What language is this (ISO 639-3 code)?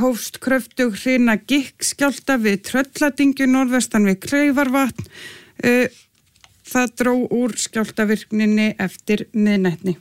isl